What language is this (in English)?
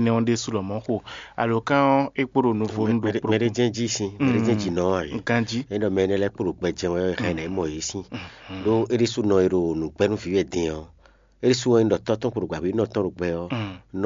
Fon